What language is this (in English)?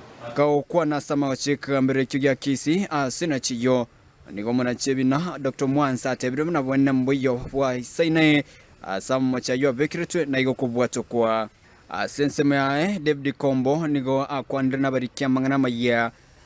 Gusii